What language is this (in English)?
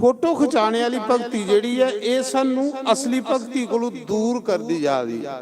Dogri